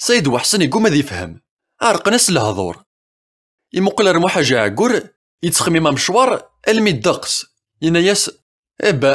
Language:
Kabyle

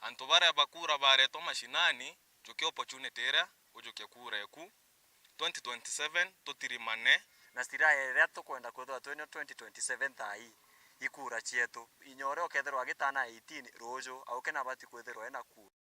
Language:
Meru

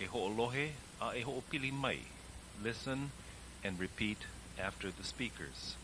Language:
Hawaiian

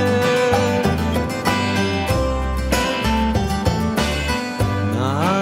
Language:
Greek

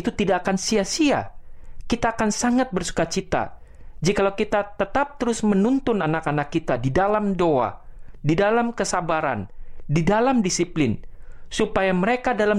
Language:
Indonesian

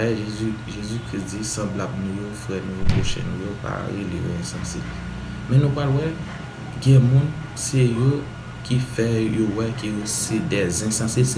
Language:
Haitian Creole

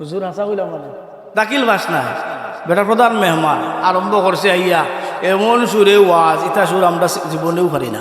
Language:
Sylheti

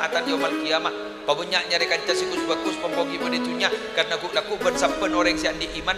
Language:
Madurese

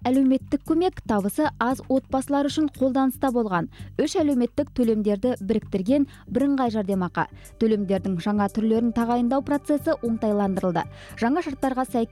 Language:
Kazakh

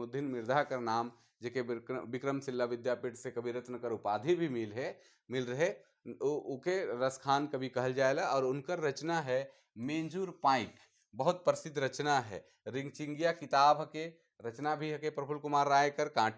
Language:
Sadri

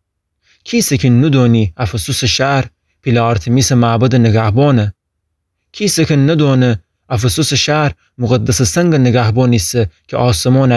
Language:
Gilaki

